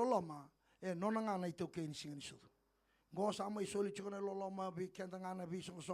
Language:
Fijian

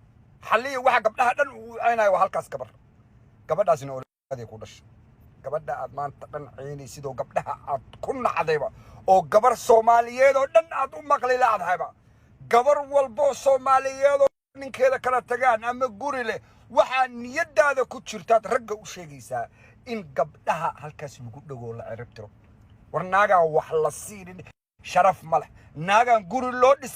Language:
Somali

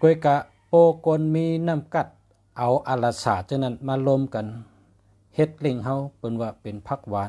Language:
Shan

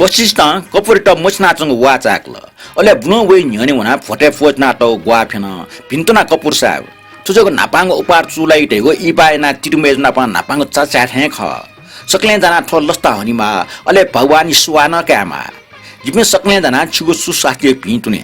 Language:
Newari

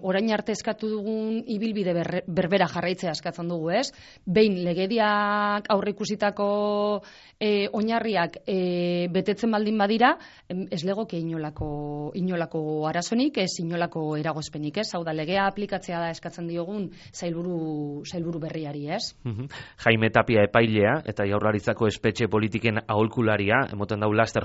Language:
Basque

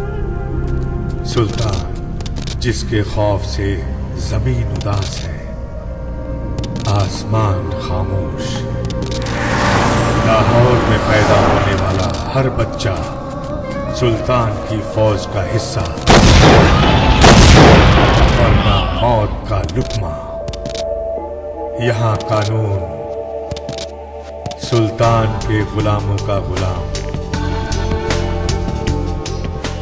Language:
Bhojpuri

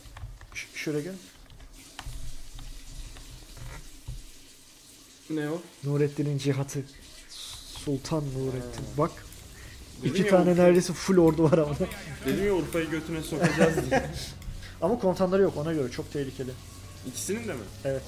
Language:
Turkish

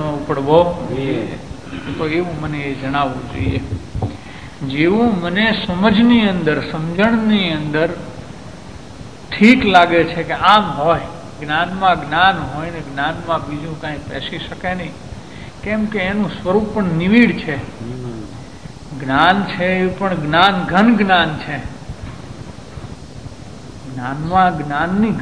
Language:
Gujarati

